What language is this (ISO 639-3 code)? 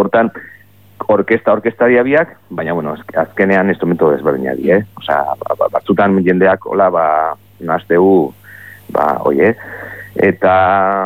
eus